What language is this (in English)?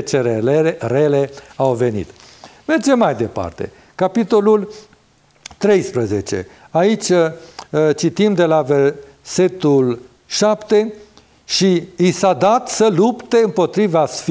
Romanian